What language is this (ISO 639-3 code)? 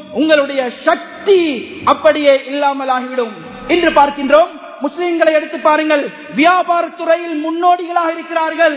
tam